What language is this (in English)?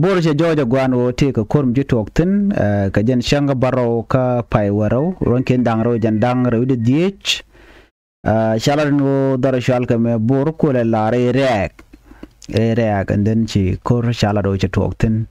Nuer